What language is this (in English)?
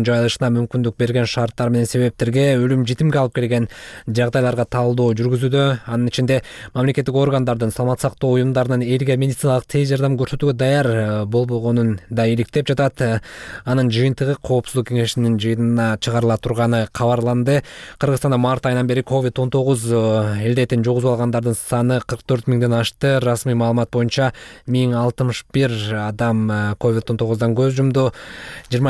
Kyrgyz